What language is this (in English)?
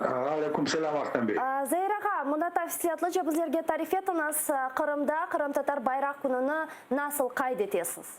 Crimean Tatar